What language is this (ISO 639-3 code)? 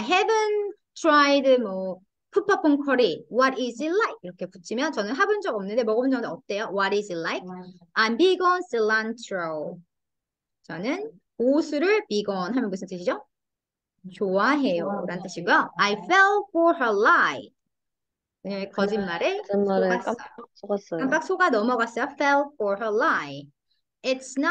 kor